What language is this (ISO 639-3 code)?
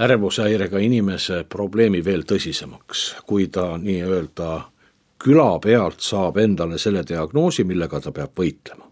est